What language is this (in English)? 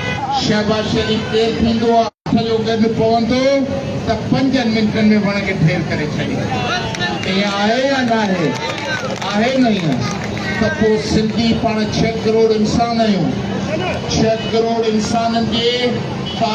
Sindhi